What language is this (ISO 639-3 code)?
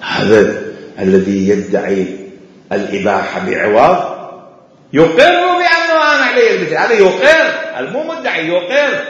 acm